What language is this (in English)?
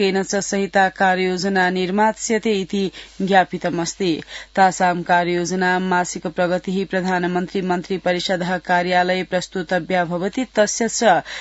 Sanskrit